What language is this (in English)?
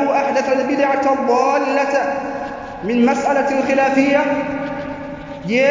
Swahili